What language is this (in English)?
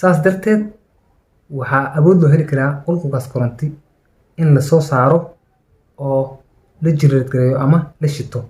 Somali